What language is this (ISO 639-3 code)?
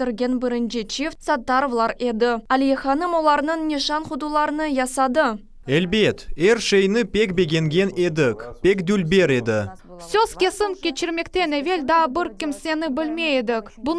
crh